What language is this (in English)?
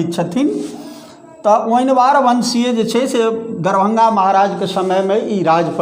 Maithili